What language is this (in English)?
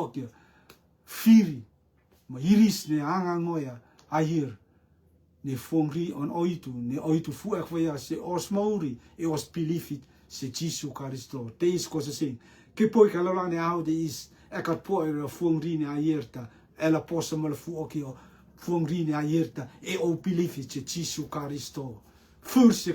Rotuman